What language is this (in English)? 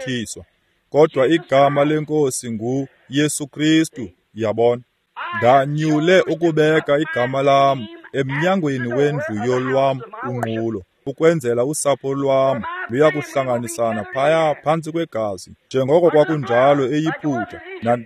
Xhosa